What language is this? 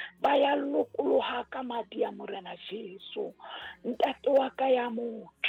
Southern Sotho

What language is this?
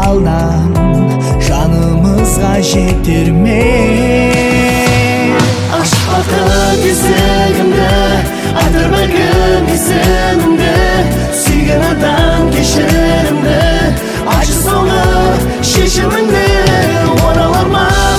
Kazakh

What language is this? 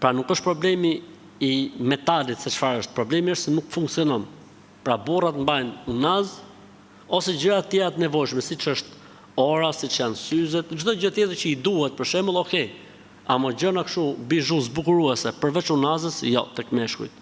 Albanian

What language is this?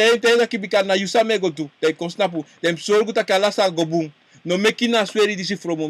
Sranan Tongo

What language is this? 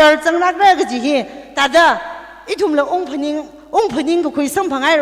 Tangkhul Naga (India)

